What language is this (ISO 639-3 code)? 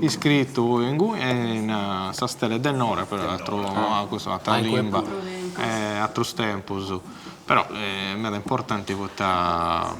srd